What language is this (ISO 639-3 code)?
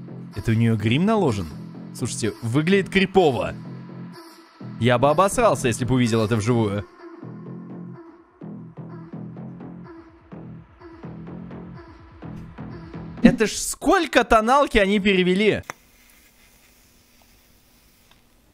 rus